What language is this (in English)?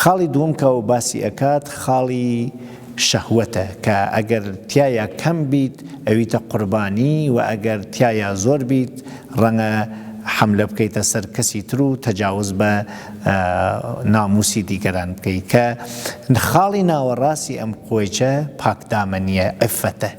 Central Kurdish